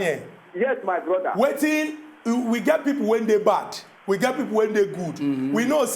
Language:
Nigerian Pidgin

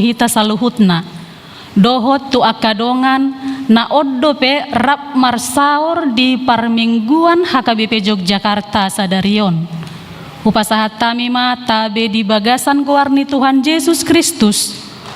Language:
Batak Toba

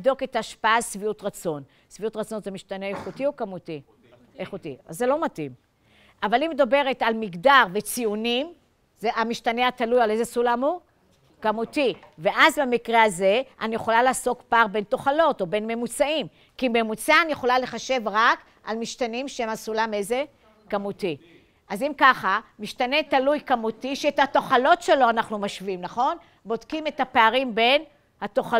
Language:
Hebrew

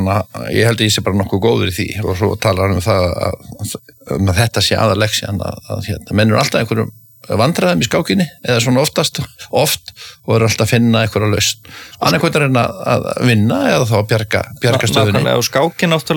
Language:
Icelandic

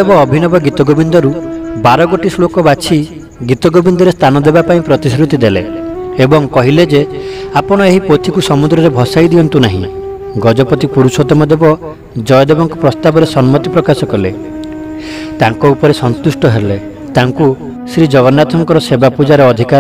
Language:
Odia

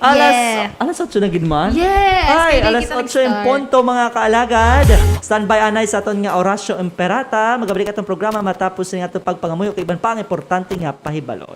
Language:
Hiligaynon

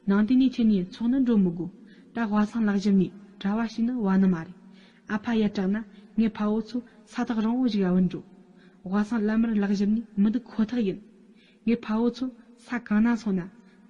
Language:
Tibetan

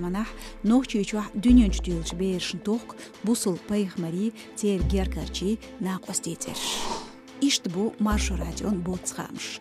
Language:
Chechen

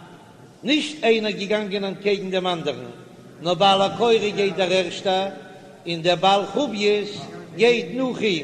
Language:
Yiddish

